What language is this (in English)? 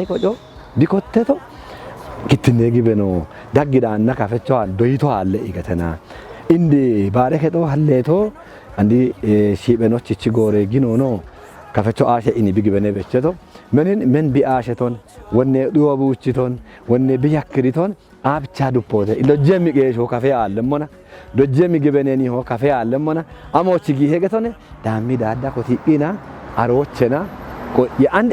Kafa